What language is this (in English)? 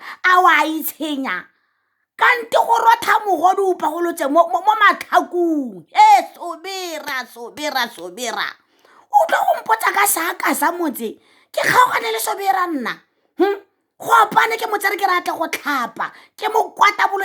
Tswana